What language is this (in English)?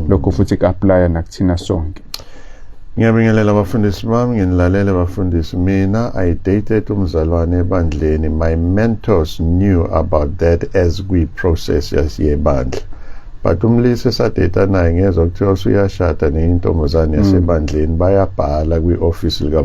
Zulu